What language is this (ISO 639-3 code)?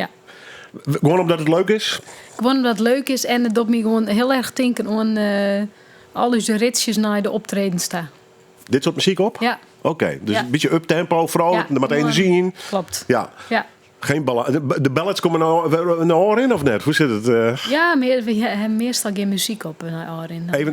fry